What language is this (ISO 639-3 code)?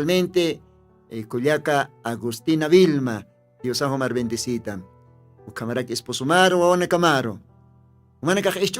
aym